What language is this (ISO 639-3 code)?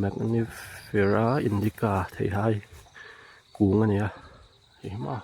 lus